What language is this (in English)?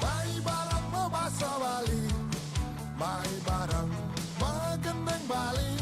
Balinese